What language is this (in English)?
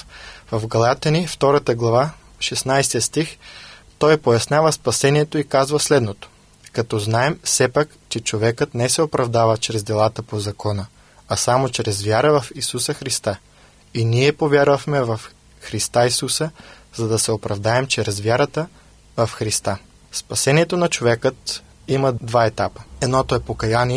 Bulgarian